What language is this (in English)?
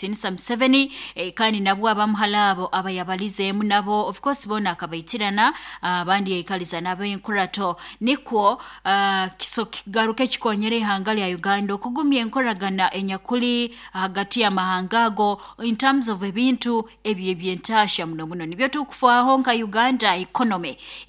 Nyoro